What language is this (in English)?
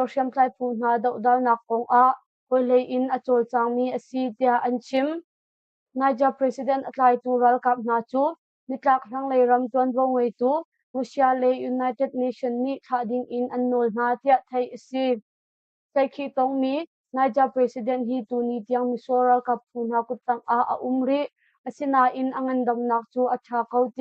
Hakha Chin